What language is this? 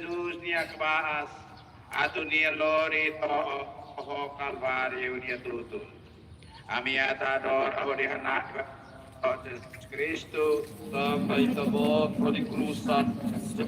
Tetum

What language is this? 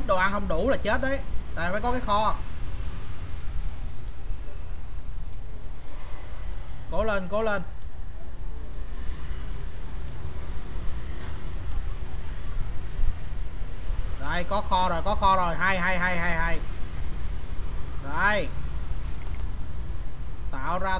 Vietnamese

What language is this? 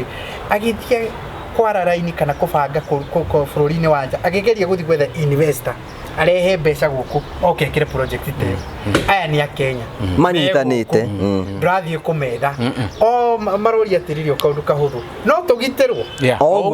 Kikuyu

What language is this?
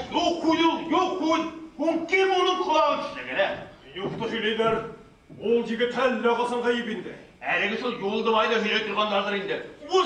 Bashkir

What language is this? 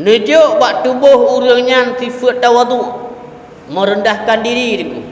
Achinese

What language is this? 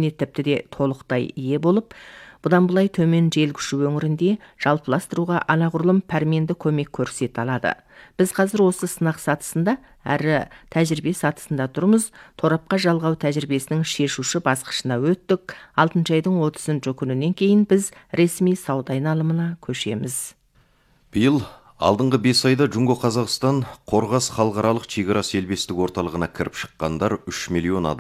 Kazakh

